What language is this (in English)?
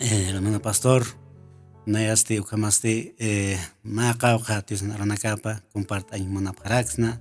Aymara